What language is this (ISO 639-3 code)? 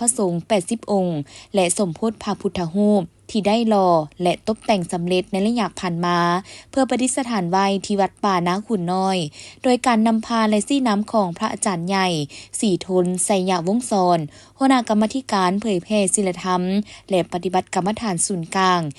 lao